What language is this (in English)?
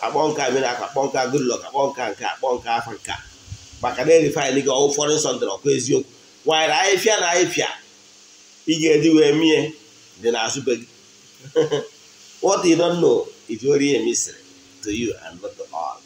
Igbo